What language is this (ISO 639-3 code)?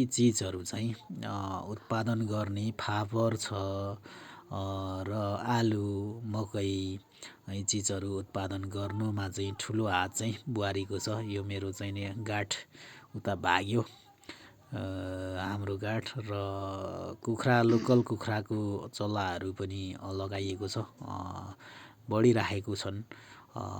nep